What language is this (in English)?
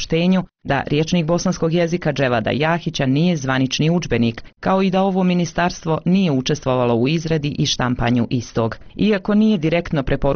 Bosnian